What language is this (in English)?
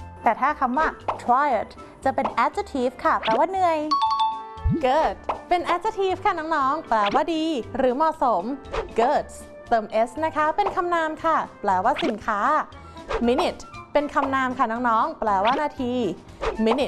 Thai